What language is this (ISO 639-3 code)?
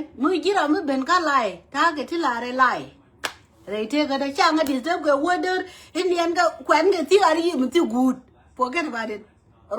nus